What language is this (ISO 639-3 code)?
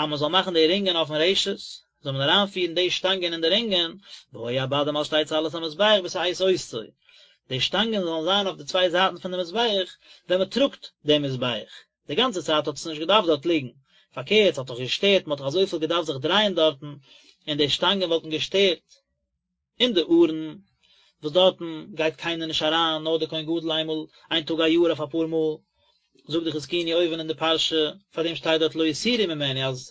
yid